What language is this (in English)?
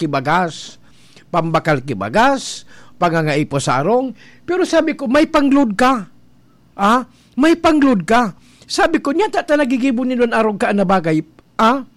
Bikol